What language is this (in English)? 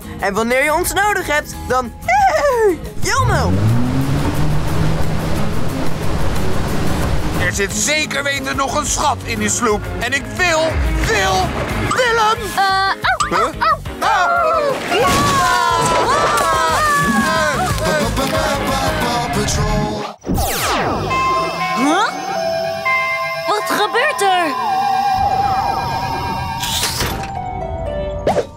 Dutch